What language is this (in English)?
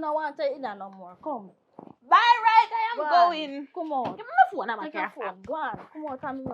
Jamaican Creole English